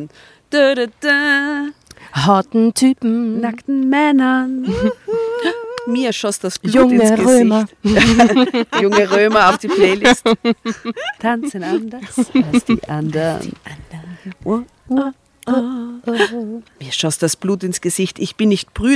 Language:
German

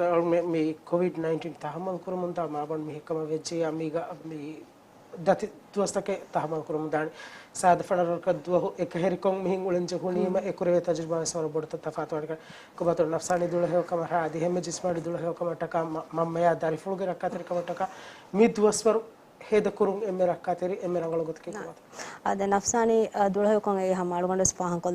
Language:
Divehi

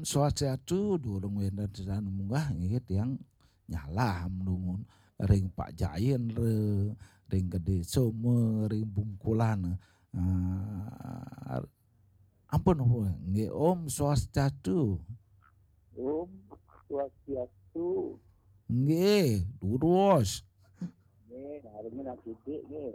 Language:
Balinese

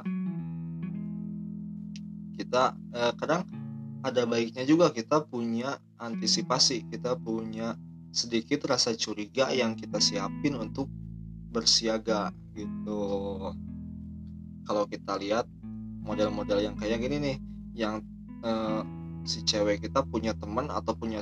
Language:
Indonesian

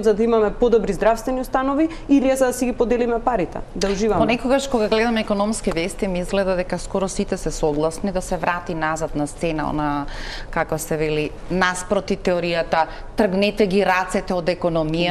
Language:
Macedonian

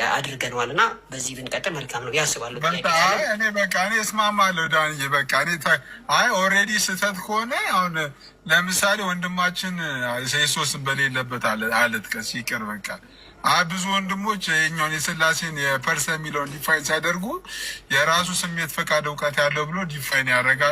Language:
Amharic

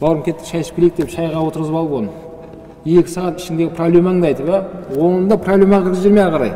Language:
Kazakh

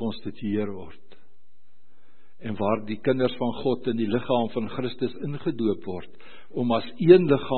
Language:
Afrikaans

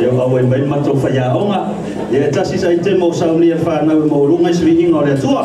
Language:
Samoan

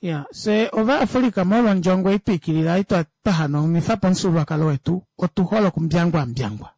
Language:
Kuanyama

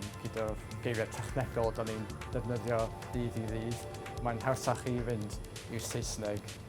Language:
Welsh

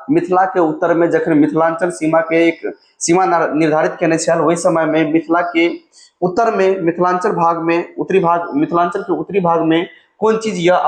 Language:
Maithili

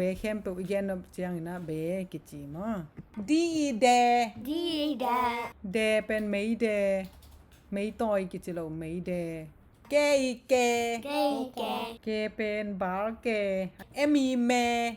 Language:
Tedim Chin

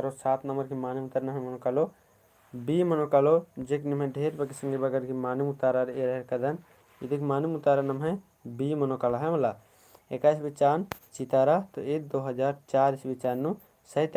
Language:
Kurukh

